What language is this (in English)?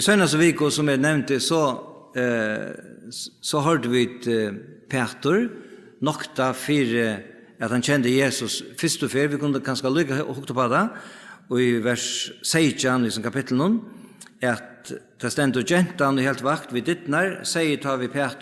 Faroese